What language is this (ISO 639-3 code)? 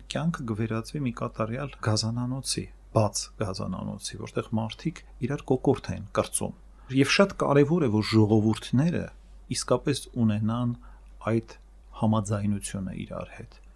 hye